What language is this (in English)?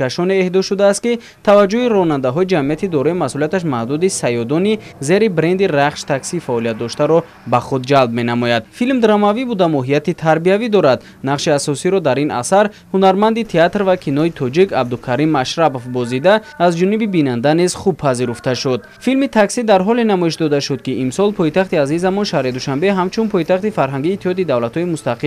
Tajik